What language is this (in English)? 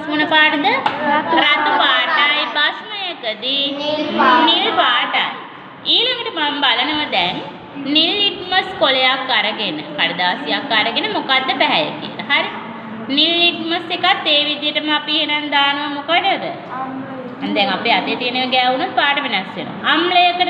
Sinhala